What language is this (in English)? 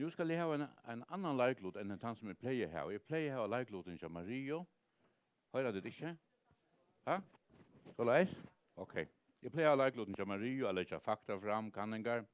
Faroese